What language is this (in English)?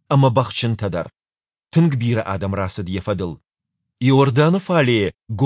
Ossetic